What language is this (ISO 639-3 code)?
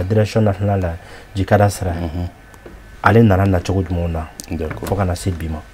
bam